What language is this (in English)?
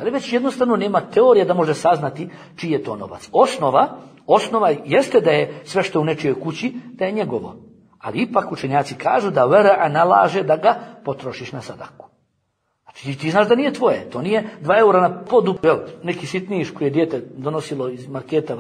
Bosnian